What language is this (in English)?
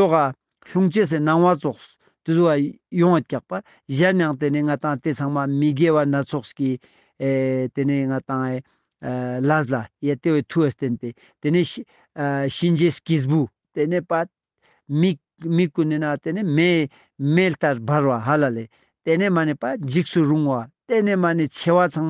Ladakhi